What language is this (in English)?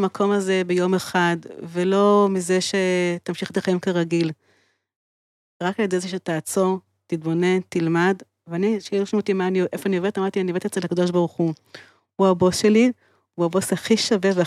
Hebrew